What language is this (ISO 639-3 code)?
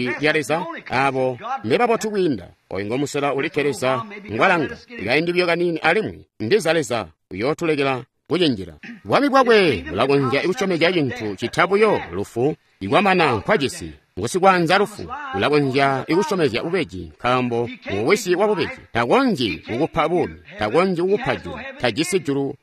toi